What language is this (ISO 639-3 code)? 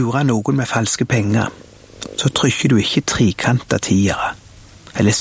nor